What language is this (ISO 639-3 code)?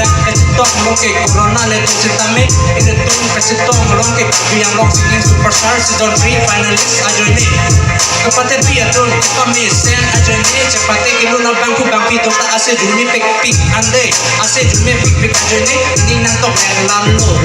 mjw